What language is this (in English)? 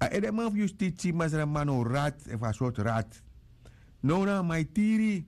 Sranan Tongo